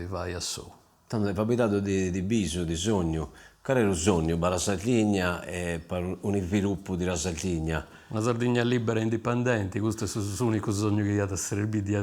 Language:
Sardinian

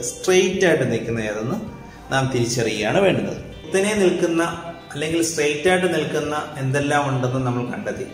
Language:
Malayalam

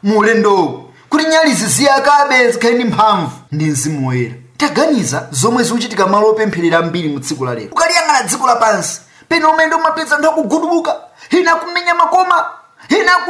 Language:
Nyanja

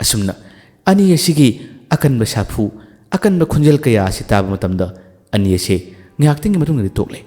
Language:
Manipuri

